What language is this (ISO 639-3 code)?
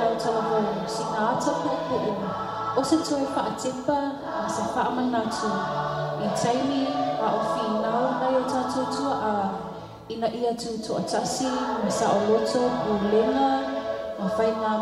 smo